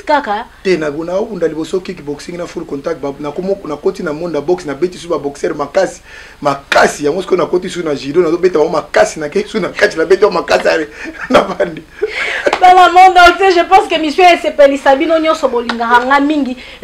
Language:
Lingala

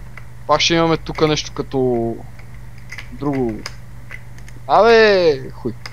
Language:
Bulgarian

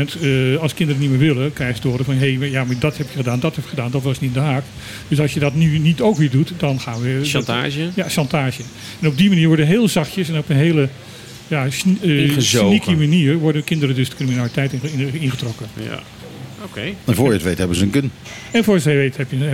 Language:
Dutch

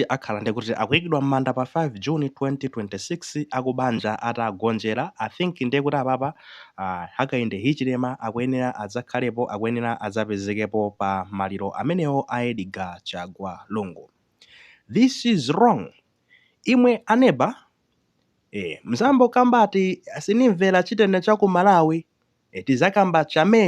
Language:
Nyanja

